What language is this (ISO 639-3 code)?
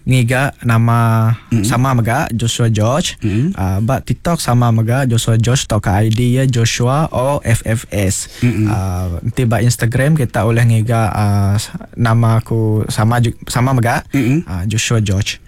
iba